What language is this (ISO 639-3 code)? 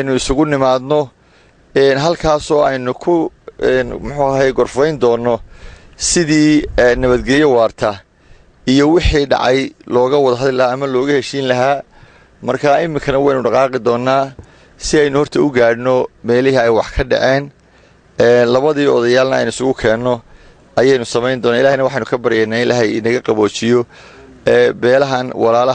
som